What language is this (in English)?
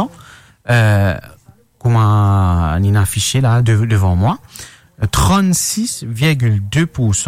Morisyen